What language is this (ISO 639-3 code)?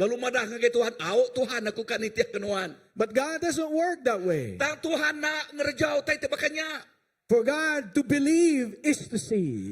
iba